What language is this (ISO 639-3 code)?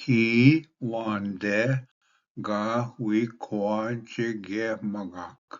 oji